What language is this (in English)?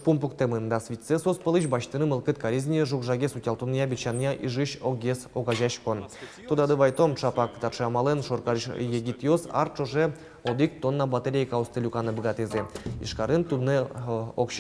Udmurt